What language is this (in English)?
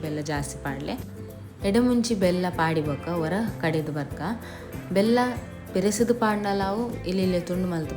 Tulu